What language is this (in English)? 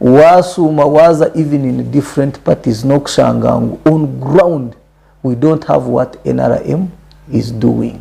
Nyankole